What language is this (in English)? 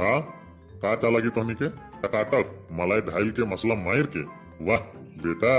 Sadri